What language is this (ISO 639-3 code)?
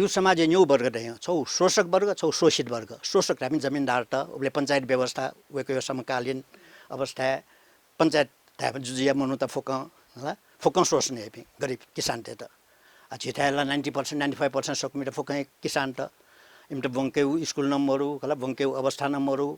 new